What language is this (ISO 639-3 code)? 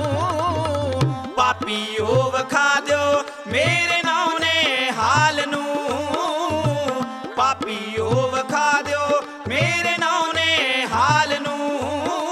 pan